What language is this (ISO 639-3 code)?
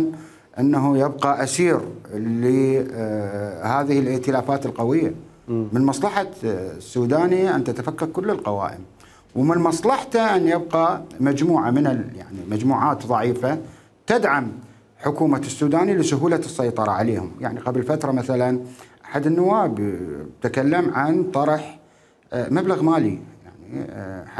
acm